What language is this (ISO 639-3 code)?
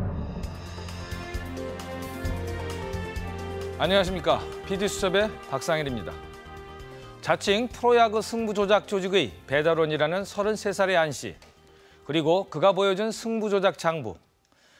kor